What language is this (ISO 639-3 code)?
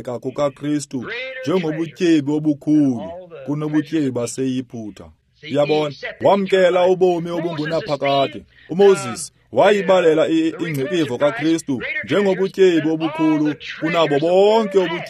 xho